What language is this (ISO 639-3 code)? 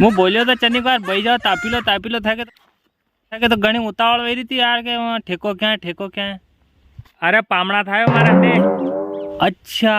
raj